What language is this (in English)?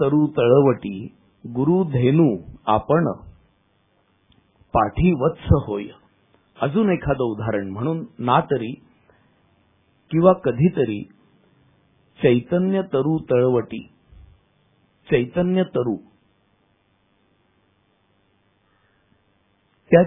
Marathi